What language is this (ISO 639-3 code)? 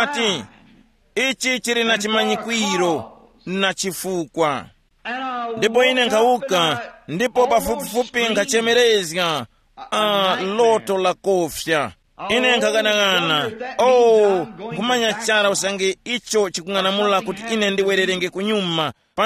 tum